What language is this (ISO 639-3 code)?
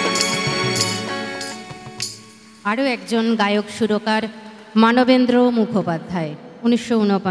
ben